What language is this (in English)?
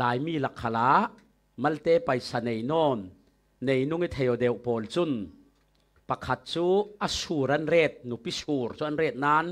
Falam Chin